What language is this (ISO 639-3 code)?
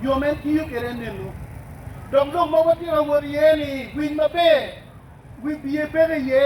ach